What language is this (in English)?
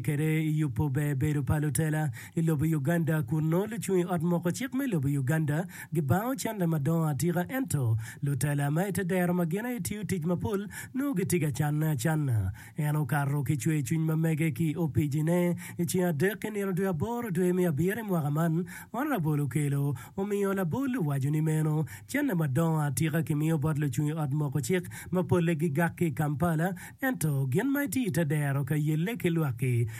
Acoli